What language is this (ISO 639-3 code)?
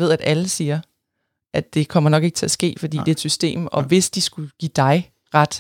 dan